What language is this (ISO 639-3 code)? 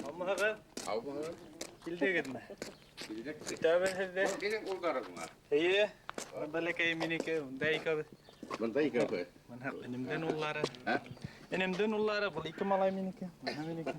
bak